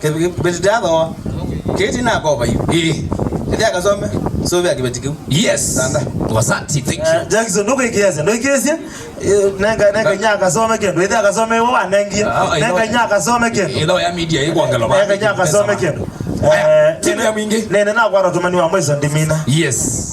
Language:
Kamba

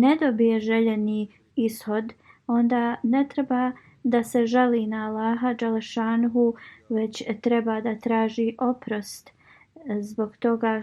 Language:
Bosnian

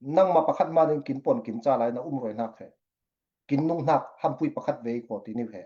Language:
Falam Chin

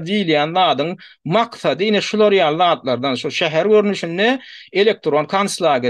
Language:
Turkmen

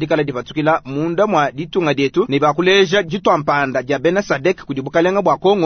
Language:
Luba-Lulua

